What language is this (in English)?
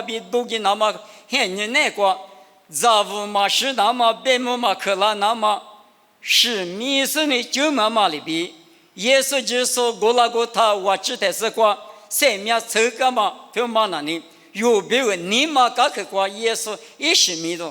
Lisu